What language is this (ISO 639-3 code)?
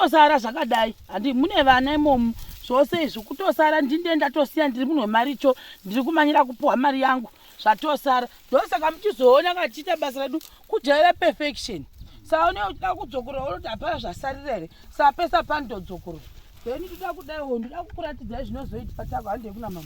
sna